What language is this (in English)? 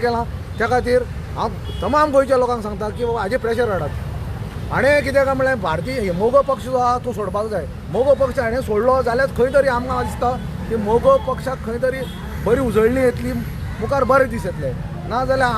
Konkani